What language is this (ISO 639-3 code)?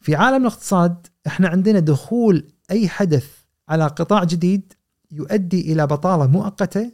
afb